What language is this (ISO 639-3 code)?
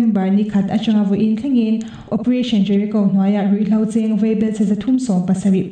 lus